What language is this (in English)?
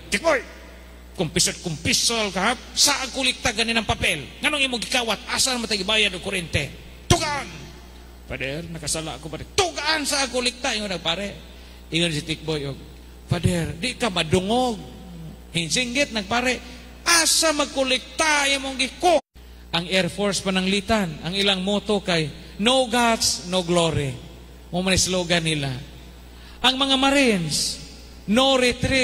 Cebuano